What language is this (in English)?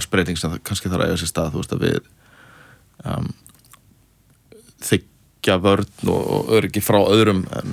Icelandic